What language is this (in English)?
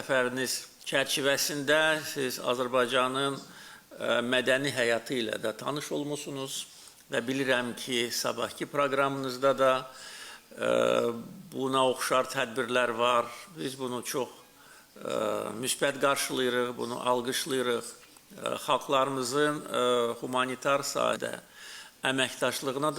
Azerbaijani